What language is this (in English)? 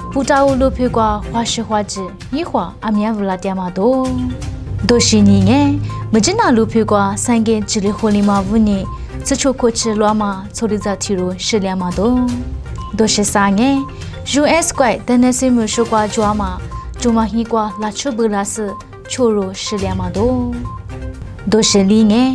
Lisu